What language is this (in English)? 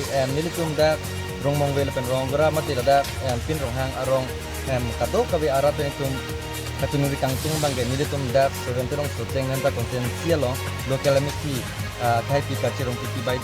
Karbi